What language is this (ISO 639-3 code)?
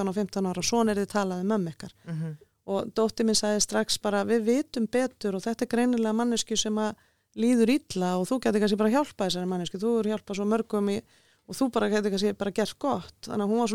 isl